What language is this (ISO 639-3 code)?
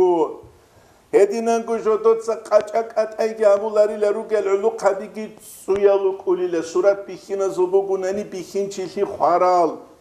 ava